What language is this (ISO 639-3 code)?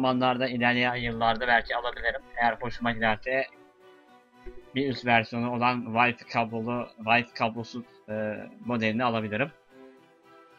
tur